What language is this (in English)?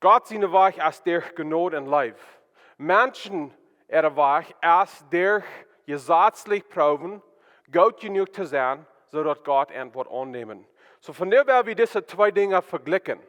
Plautdietsch